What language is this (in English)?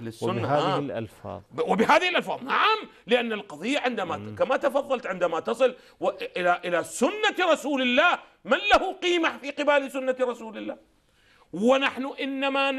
Arabic